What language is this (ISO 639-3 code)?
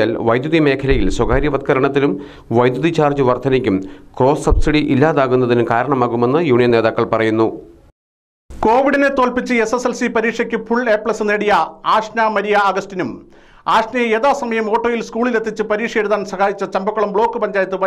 mal